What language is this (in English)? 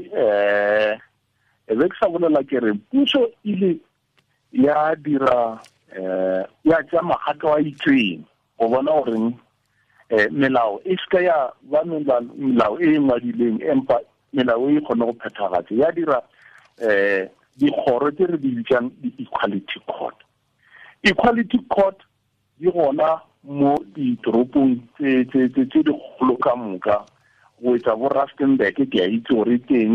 Tswana